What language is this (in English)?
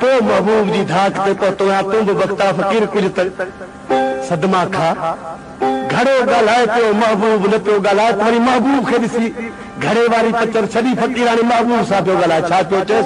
Sindhi